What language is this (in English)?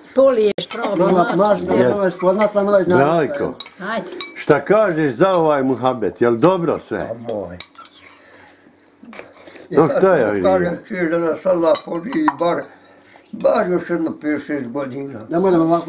Bosnian